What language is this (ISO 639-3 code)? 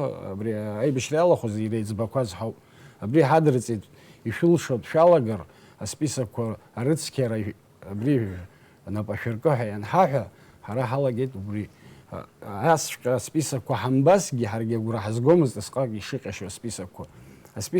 abk